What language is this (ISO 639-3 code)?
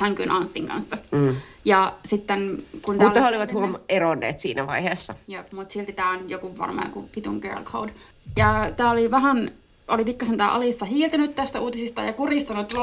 fin